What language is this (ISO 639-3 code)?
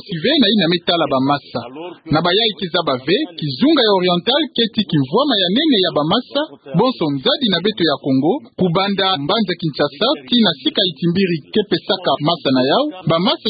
ktu